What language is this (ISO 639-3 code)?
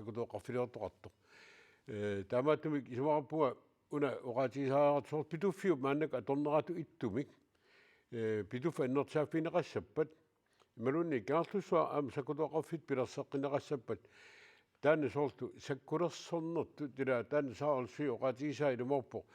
kal